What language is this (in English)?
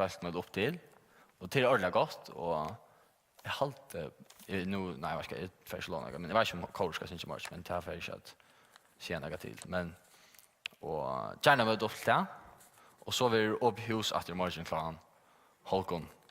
Faroese